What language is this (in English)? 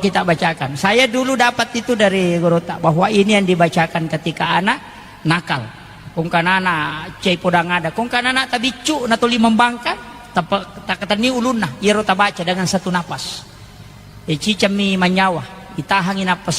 Buginese